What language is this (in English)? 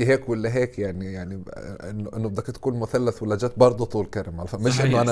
North Levantine Arabic